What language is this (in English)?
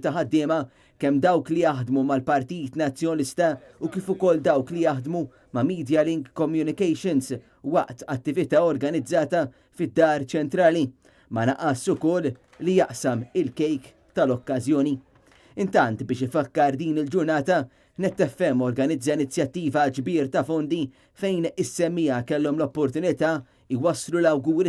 Maltese